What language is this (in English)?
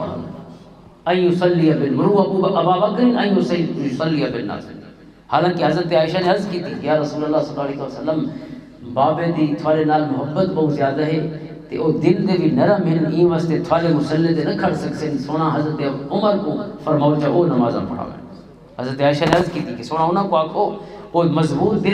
Western Panjabi